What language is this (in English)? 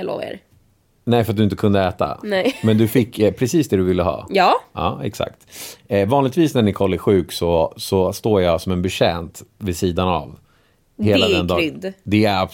Swedish